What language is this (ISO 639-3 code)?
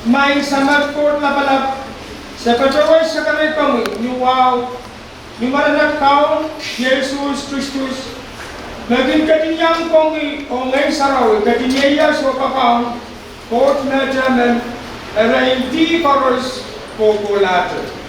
pon